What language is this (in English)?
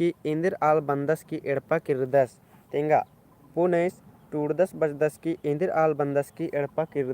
Kurukh